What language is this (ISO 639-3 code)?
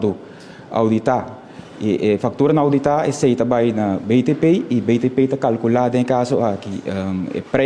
pap